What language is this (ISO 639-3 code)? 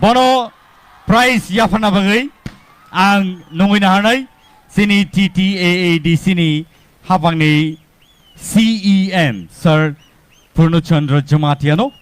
trp